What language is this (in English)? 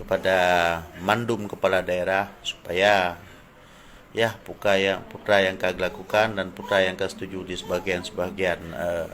Achinese